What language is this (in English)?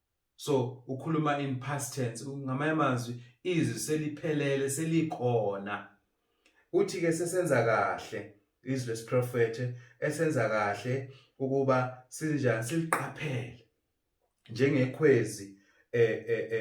Zulu